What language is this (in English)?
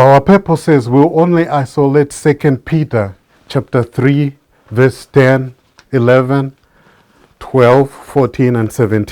English